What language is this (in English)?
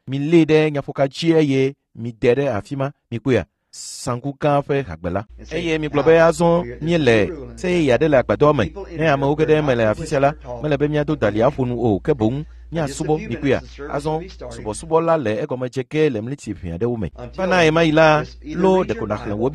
Ewe